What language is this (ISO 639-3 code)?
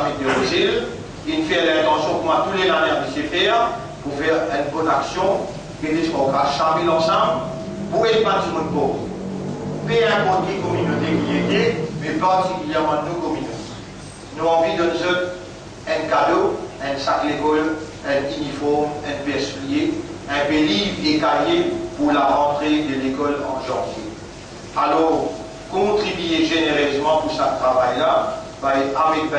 mfe